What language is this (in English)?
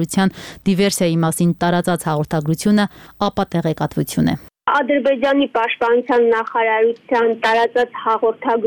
Armenian